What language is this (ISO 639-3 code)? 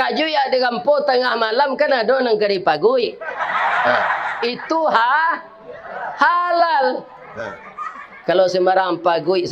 min